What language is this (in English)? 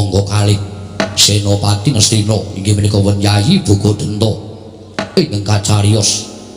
Javanese